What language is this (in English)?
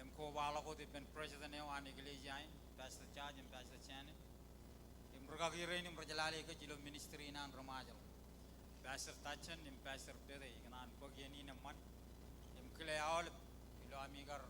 Marshallese